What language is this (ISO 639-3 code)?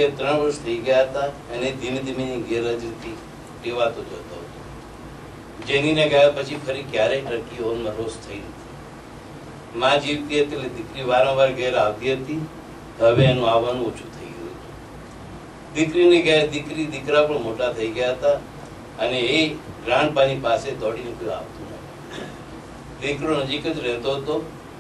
guj